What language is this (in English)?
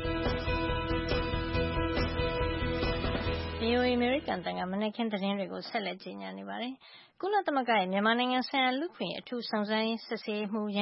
Burmese